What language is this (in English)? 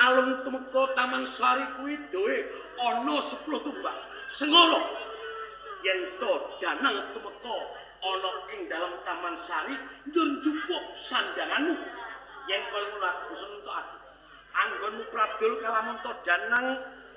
Javanese